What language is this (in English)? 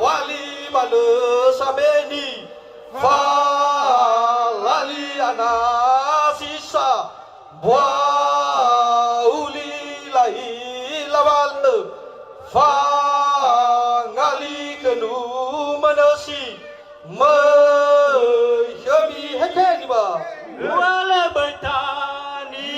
Nias